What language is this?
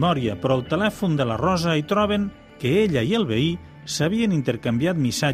Catalan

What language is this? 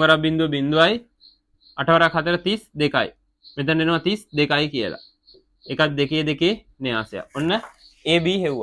Sinhala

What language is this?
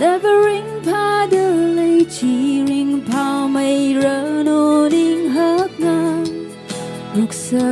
Tangkhul Naga (India)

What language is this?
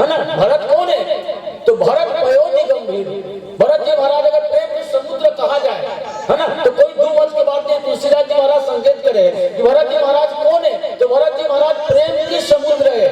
Chhattisgarhi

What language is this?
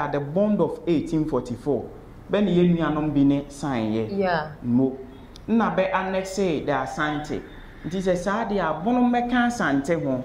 Akan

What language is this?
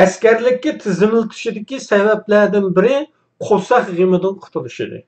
Uyghur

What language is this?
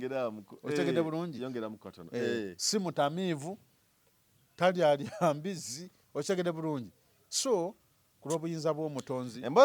Ganda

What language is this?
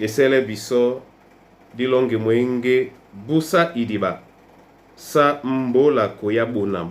Duala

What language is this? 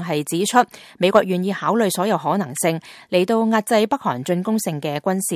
Cantonese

